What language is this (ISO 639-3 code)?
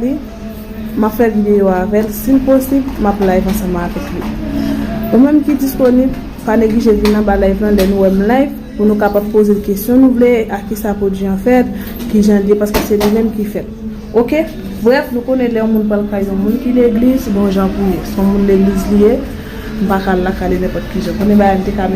hat